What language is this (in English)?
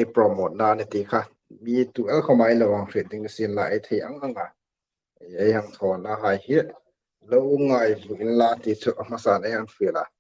Hmar